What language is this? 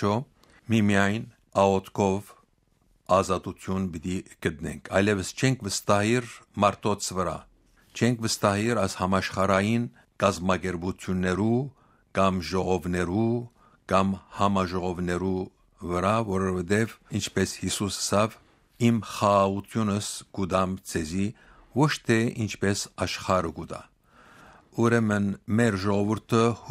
Western Armenian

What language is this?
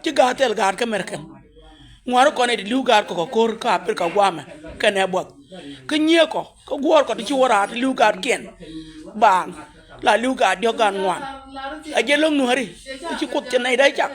Nuer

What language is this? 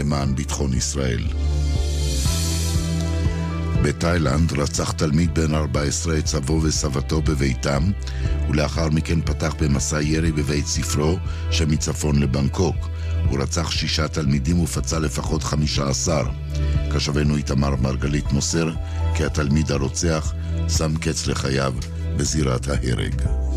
Hebrew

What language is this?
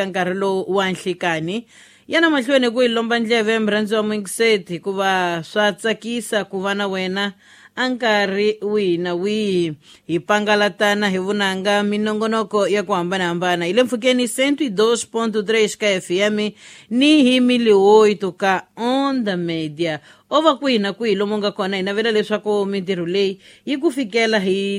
Tsonga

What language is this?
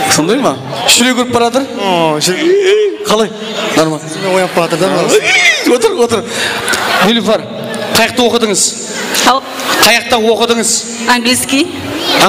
Kara-Kalpak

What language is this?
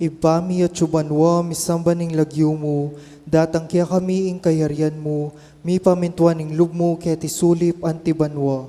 Pampanga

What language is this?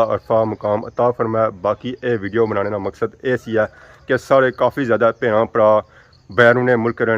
Pahari-Potwari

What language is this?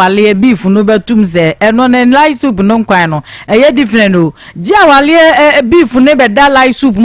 Akan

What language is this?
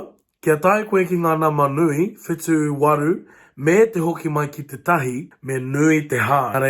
Māori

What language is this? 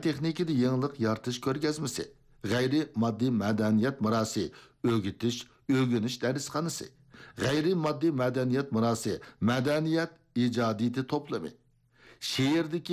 Uyghur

